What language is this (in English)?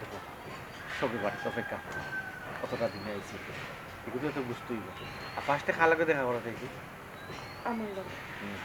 Sylheti